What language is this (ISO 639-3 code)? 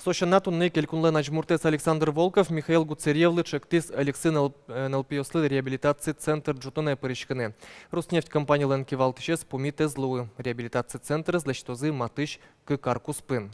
udm